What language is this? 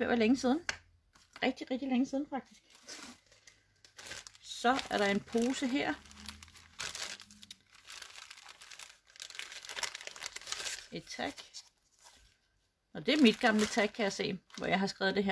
Danish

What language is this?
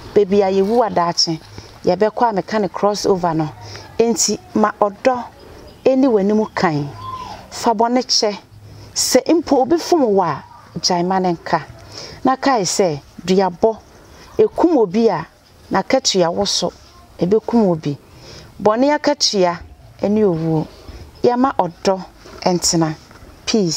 Akan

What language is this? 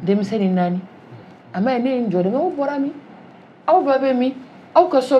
Bambara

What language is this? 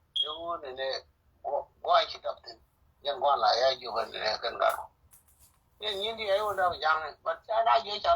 Nuer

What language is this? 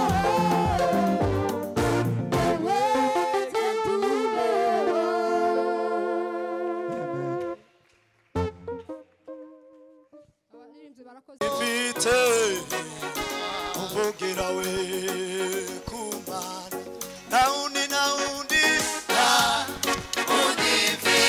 Kinyarwanda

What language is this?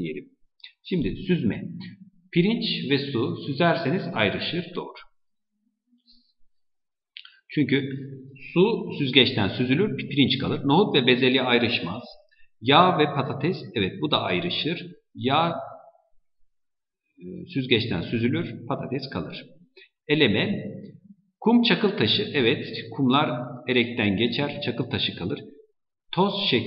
Turkish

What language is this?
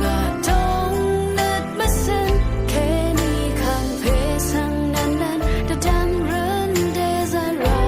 Rawang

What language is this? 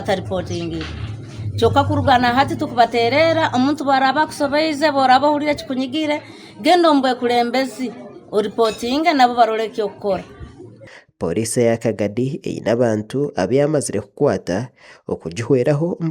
Nyankole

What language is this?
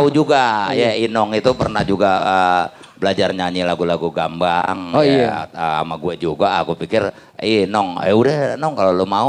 Betawi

